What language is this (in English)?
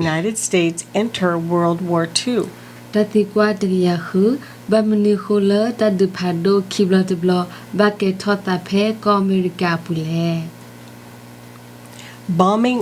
S'gaw Karen